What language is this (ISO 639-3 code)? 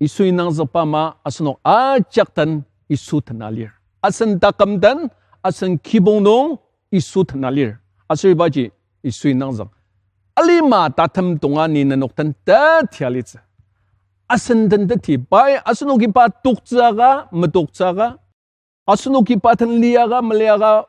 njo